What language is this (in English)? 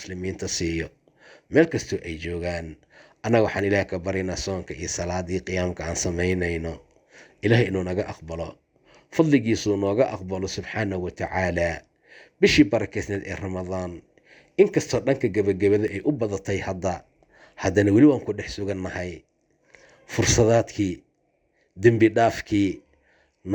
Somali